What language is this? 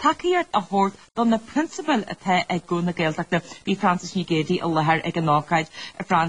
Irish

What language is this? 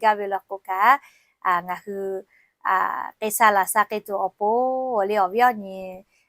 Lahu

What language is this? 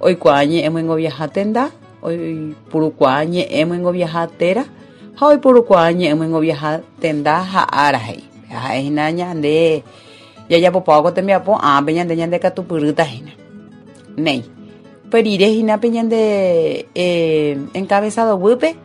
Guarani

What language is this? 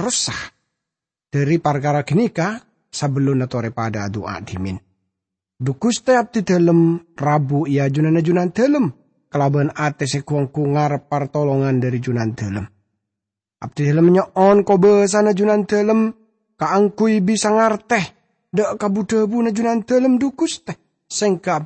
Madurese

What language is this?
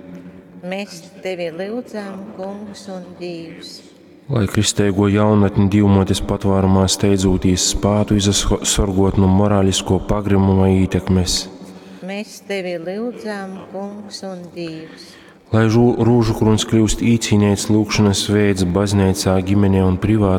Latgalian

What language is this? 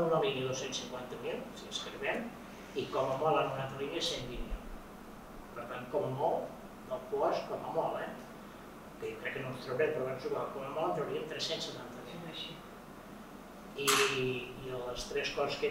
Catalan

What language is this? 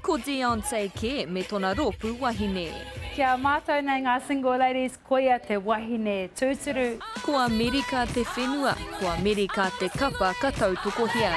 Māori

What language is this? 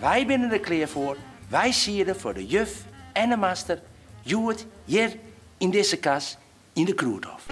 Western Frisian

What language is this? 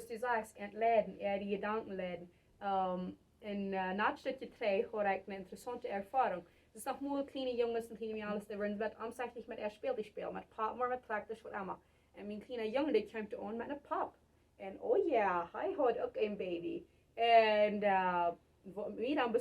Plautdietsch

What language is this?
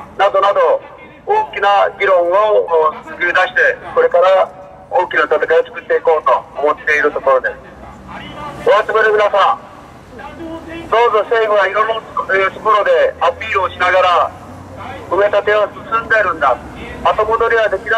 Japanese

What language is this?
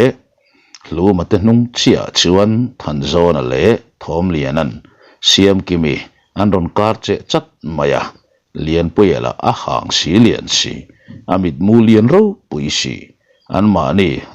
Mizo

